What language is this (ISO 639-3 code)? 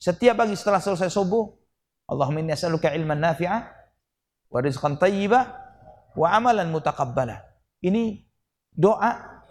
ind